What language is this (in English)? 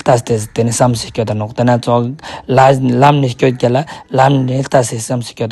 Ladakhi